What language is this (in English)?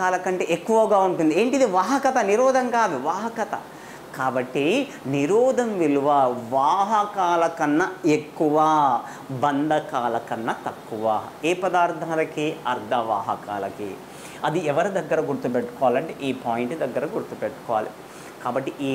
Telugu